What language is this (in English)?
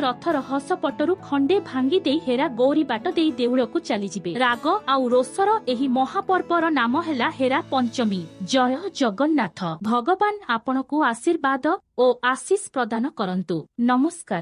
Odia